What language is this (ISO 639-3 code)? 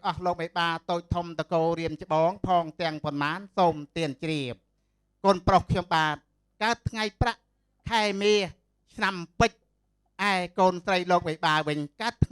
khm